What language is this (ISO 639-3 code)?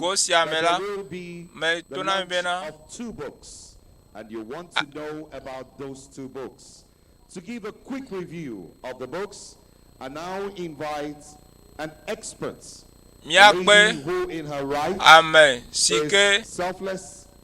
ewe